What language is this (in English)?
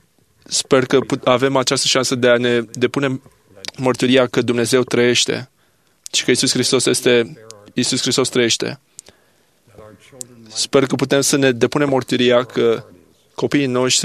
Romanian